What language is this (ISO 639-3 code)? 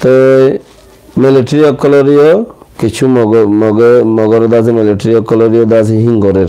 rhg